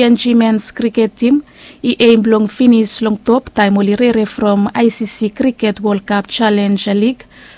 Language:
Bislama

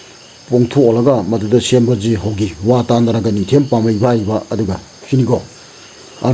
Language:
Manipuri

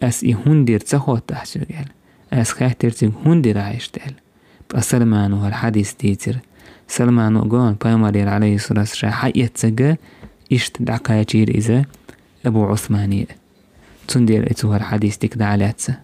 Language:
Chechen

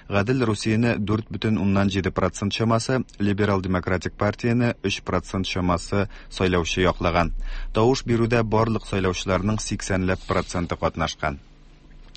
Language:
Tatar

